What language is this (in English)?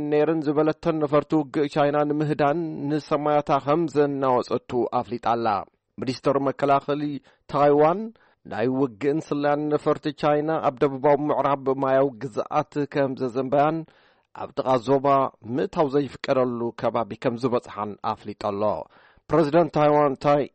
Tigrinya